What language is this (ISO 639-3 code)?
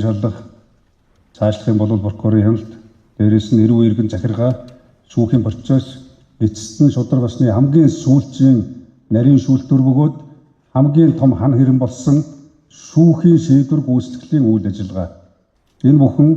mon